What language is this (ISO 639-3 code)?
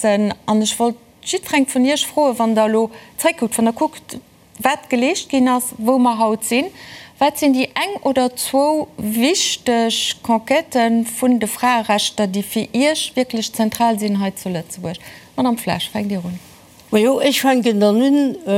ltz